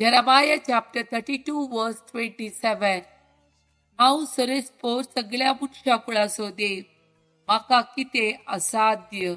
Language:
Konkani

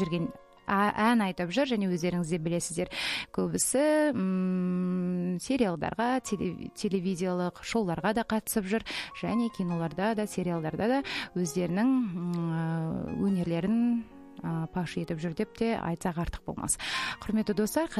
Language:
Kazakh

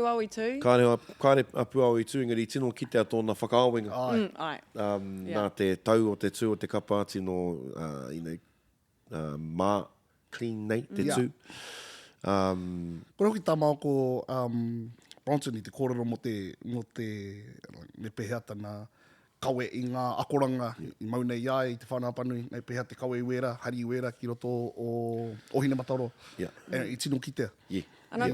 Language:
Māori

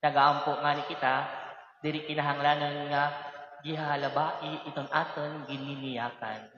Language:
Waray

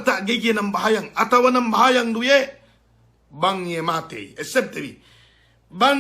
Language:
Yakan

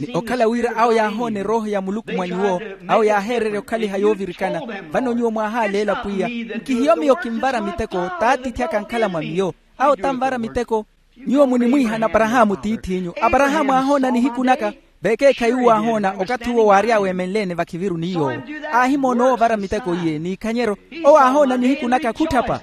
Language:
Makhuwa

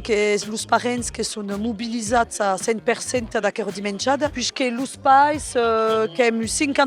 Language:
Occitan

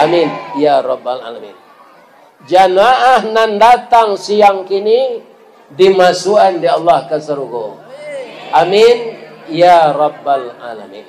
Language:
Minangkabau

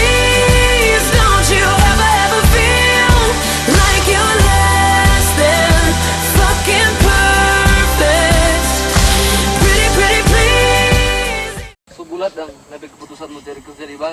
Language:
Manado Malay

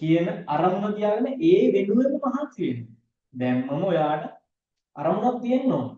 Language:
Sinhala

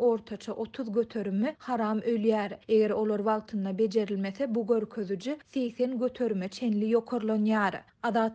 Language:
Turkmen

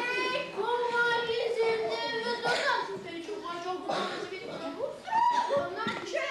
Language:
Chuvash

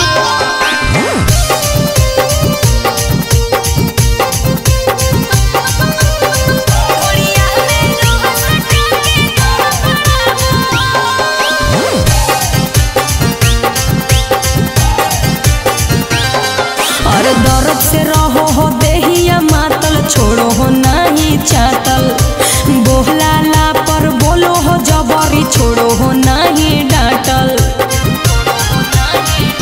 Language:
Bhojpuri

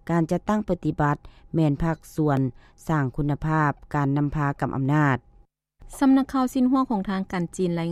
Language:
Lao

